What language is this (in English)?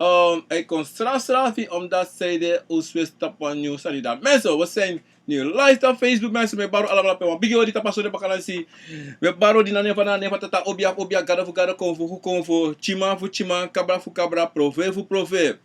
Sranan Tongo